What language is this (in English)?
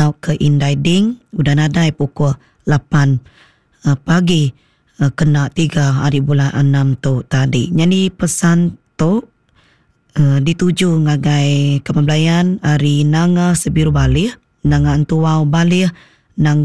Iban